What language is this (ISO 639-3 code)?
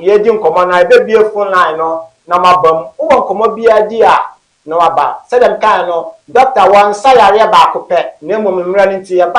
aka